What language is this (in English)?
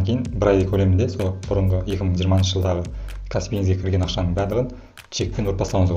Kazakh